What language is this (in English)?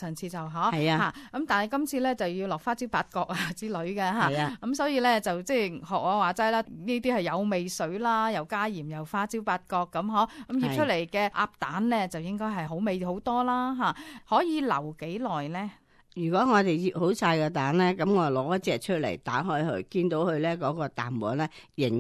Cantonese